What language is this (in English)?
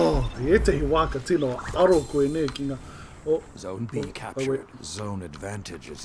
Māori